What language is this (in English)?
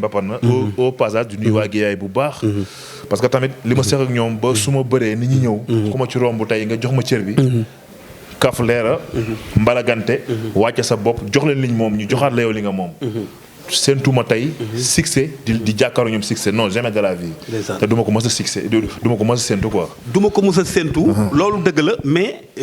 Wolof